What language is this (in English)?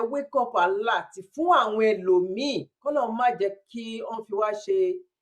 Yoruba